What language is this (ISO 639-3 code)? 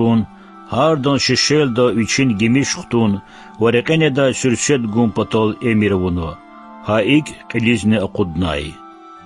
lez